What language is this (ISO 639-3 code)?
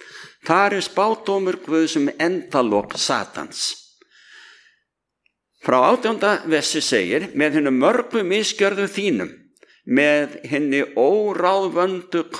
isl